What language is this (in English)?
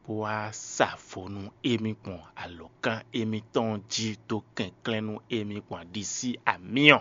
Fon